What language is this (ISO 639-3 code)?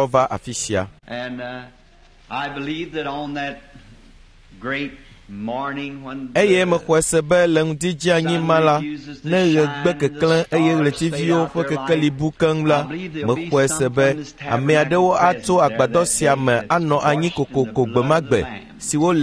ewe